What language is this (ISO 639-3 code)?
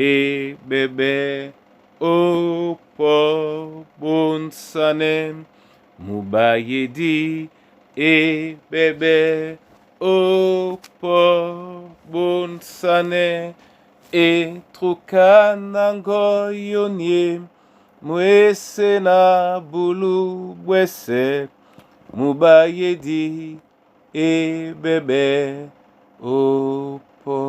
dua